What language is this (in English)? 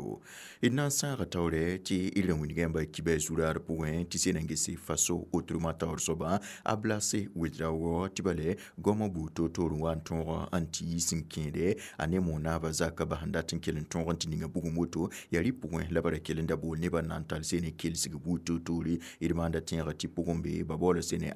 Mossi